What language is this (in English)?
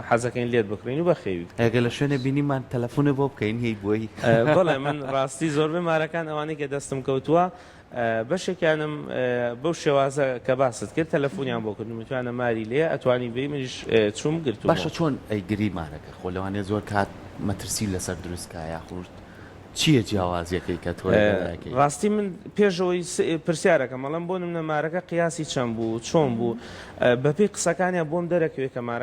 Central Kurdish